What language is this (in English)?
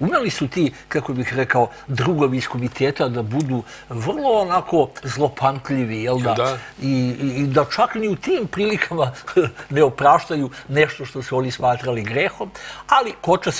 Serbian